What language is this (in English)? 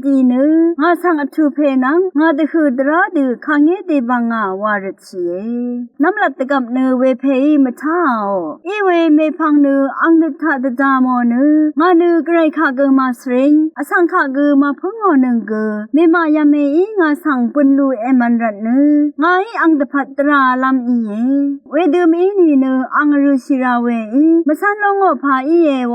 Rawang